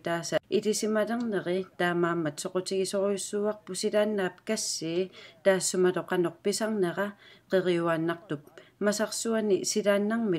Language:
Kalaallisut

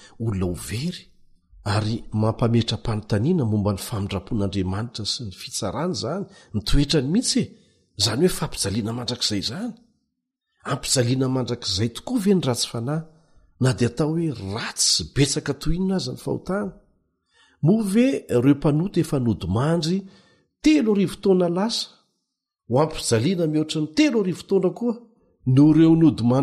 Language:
Malagasy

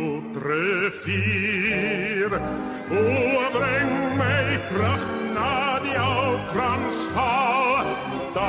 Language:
Afrikaans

